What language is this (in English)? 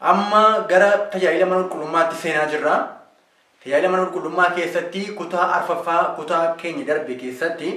Oromo